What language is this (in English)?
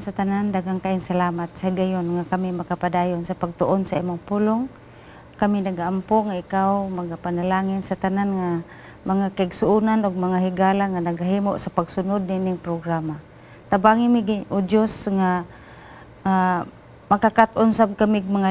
Cebuano